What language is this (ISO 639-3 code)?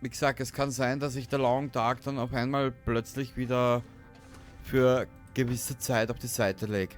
bar